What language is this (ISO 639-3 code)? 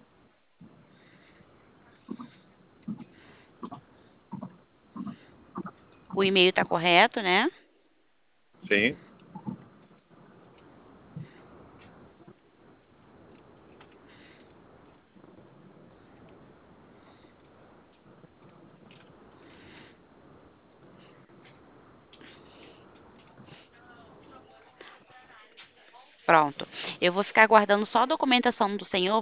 por